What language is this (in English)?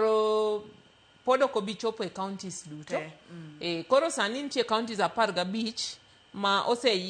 Luo (Kenya and Tanzania)